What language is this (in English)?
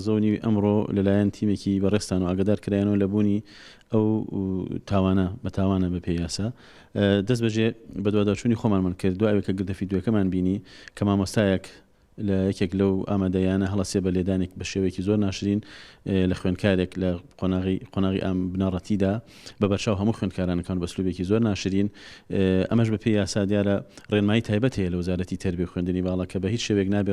Central Kurdish